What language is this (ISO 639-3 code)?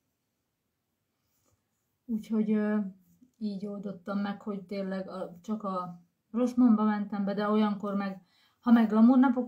hun